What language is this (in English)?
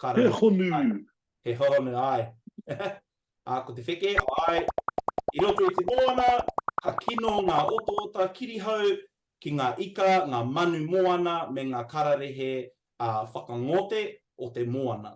Māori